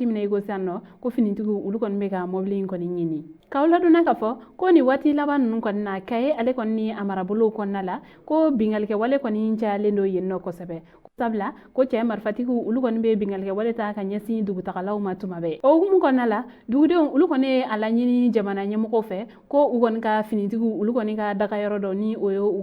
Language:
Bambara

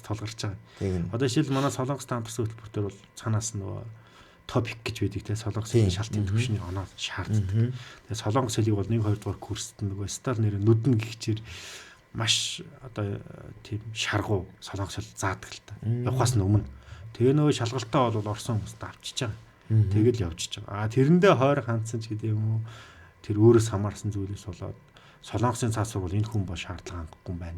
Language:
Mongolian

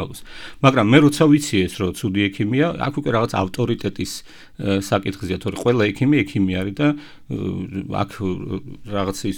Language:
Georgian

